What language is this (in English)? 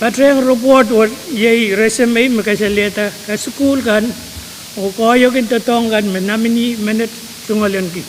Pohnpeian